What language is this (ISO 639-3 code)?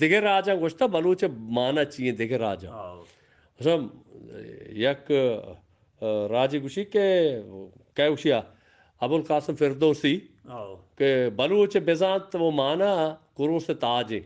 bgp